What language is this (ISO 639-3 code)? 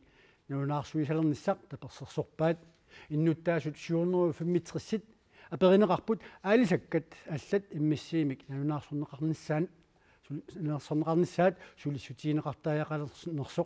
kal